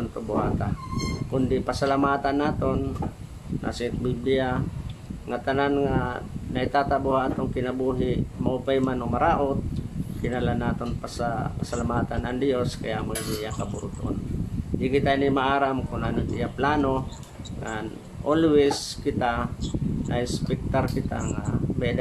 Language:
Waray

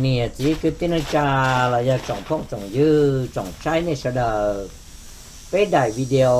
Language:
Hmong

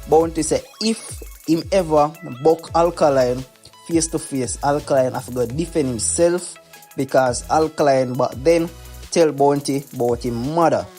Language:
Jamaican Creole English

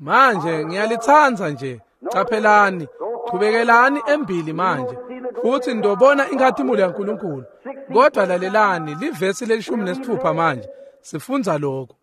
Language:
Swati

